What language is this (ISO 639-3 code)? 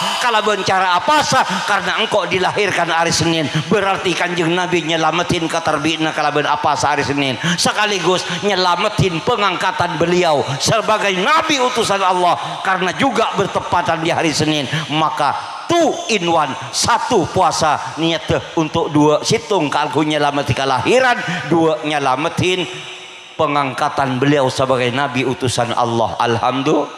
mad